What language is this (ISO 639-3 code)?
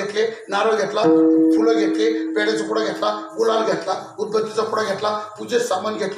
mar